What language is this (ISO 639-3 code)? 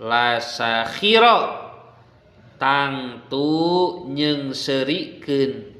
sun